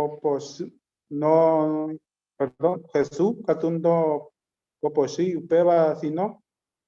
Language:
Guarani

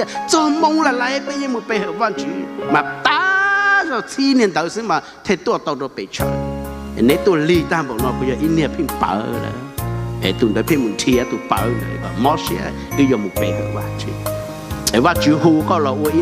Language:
Hmong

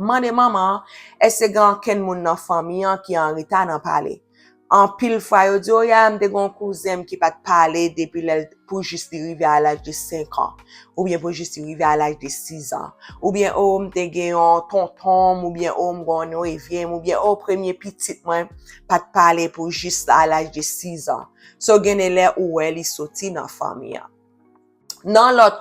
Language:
Haitian Creole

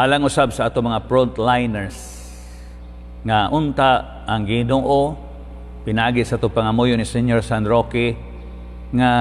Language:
Cebuano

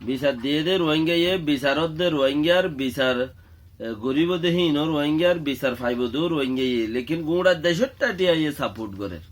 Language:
Rohingya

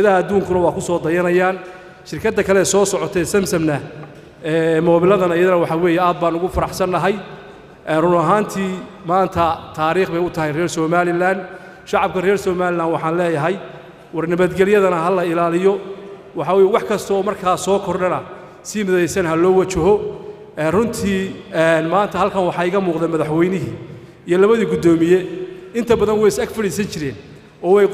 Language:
Somali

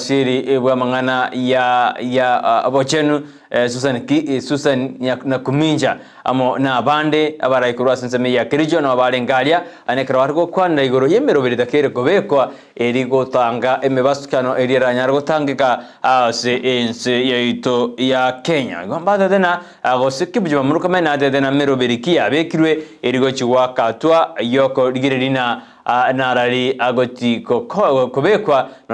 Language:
Gusii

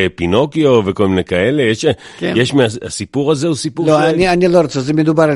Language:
Hebrew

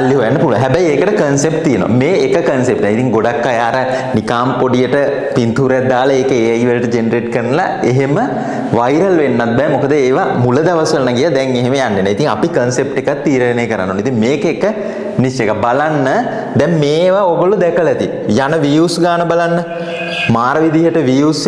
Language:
Sinhala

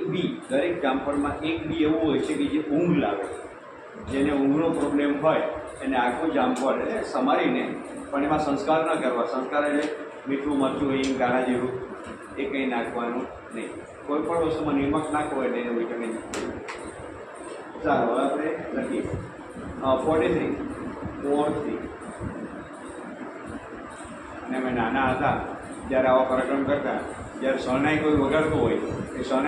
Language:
Gujarati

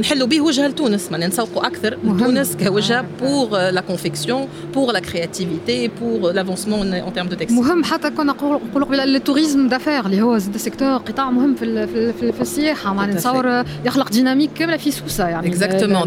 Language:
Tunisian Arabic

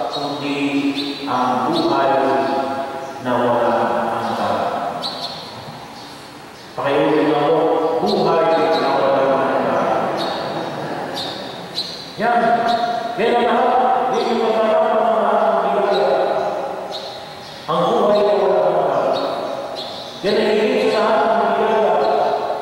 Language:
Filipino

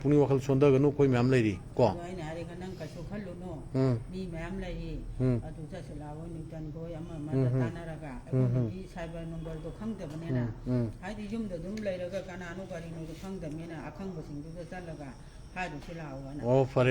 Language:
Manipuri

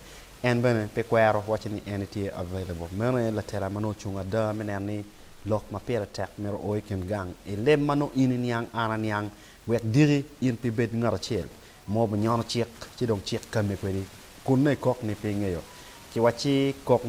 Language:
Acoli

